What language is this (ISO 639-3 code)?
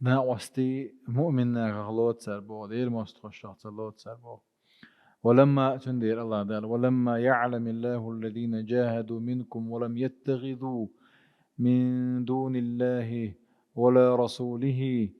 che